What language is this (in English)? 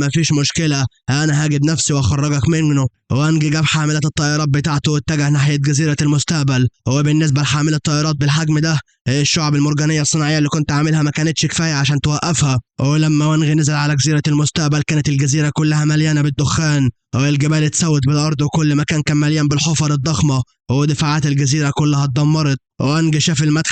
Egyptian Arabic